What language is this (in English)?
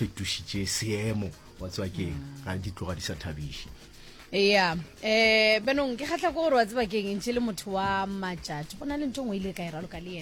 Northern Sotho